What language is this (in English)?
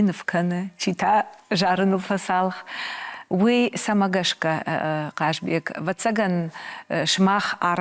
Ossetic